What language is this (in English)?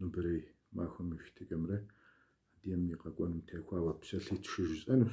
Kabardian